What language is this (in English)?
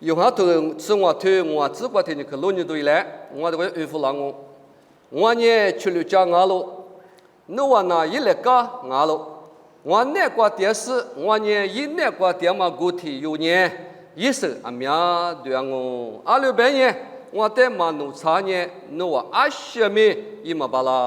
Lisu